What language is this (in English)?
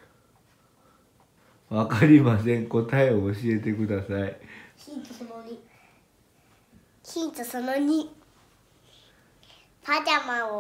Japanese